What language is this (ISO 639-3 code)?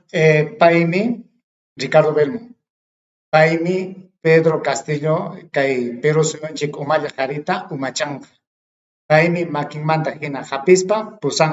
quy